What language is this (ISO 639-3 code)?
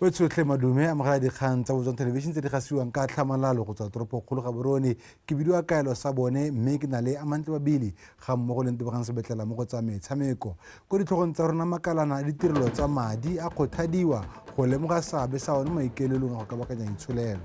tsn